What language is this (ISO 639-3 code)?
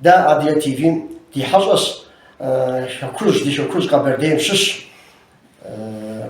kbd